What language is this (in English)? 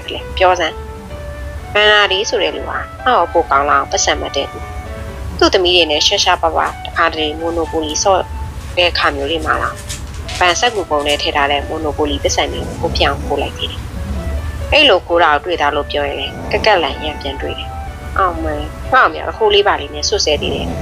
Burmese